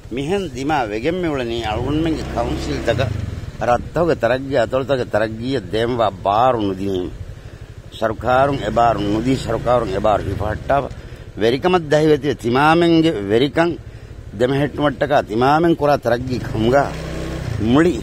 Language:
Divehi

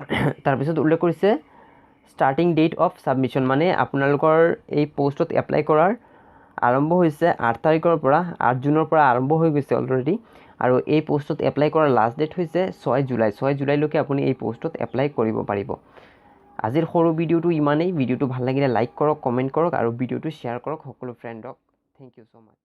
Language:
Assamese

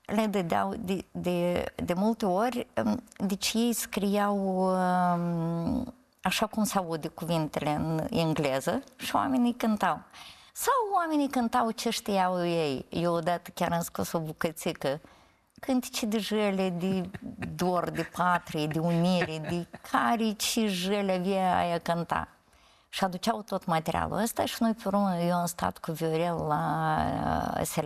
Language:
Romanian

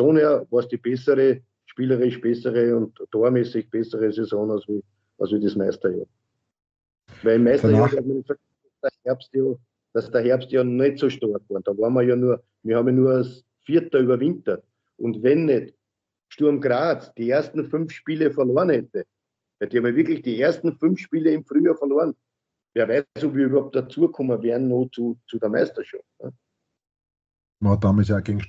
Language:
German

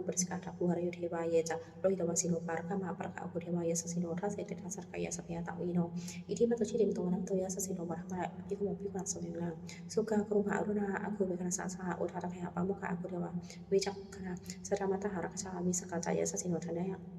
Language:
Pali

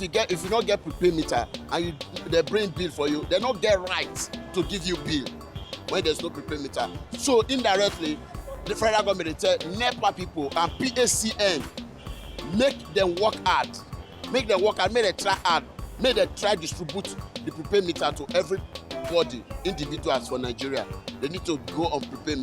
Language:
Nigerian Pidgin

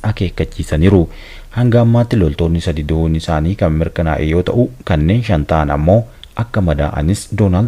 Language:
Oromo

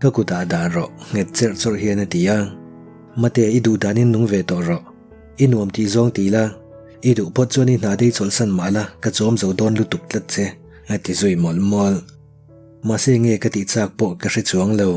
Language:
Mizo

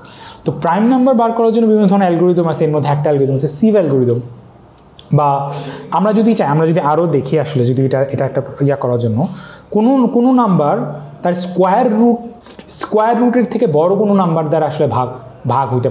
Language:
Bangla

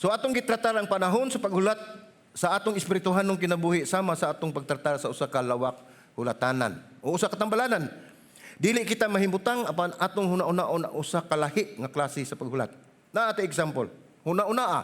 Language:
Cebuano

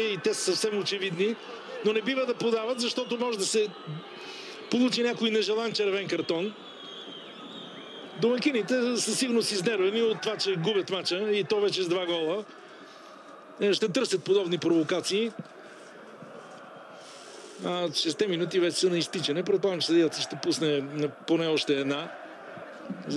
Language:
Bulgarian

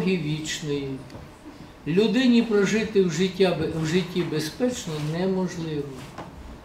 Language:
Ukrainian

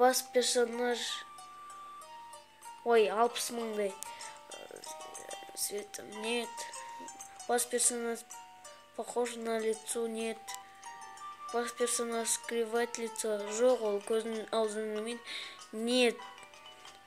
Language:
Kazakh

